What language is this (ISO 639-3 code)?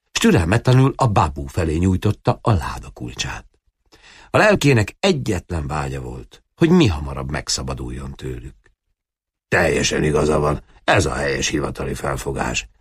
hun